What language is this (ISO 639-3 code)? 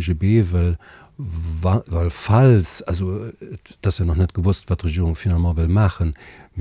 ltz